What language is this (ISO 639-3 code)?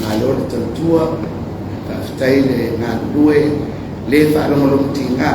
smo